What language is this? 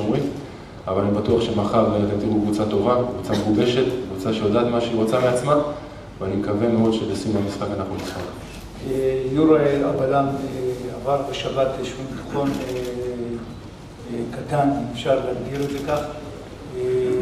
Hebrew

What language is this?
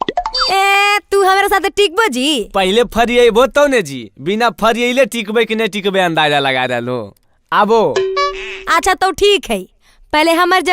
Magahi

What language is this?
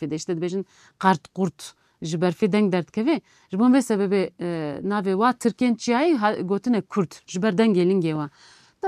Kurdish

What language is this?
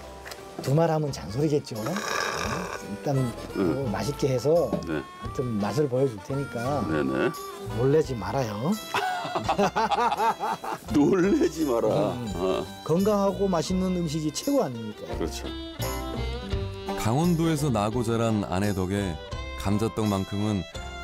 Korean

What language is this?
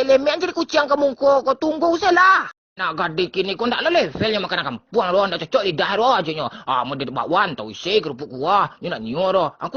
Minangkabau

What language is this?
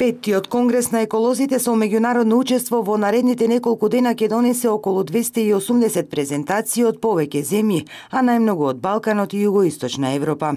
Macedonian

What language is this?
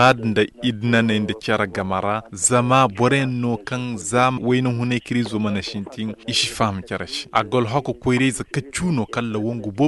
Koyraboro Senni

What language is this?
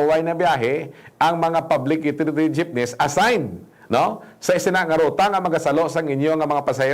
Hiligaynon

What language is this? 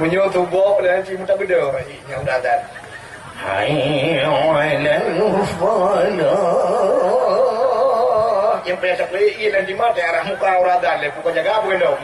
Achinese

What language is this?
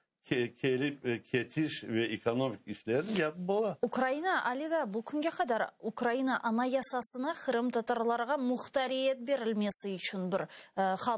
Crimean Tatar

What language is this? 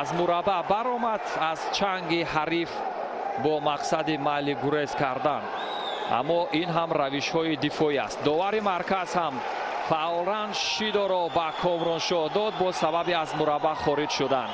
Tajik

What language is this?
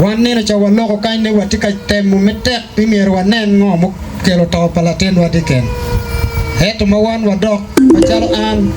Acoli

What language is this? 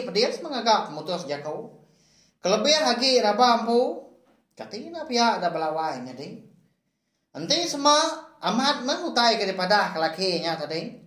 Iban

